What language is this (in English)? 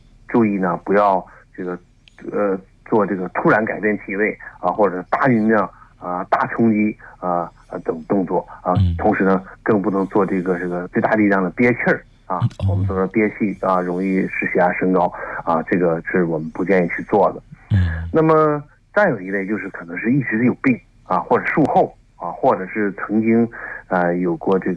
Chinese